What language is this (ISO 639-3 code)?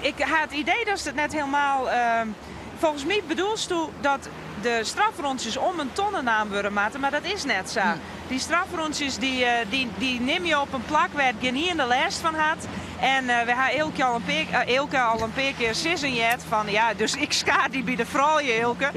fry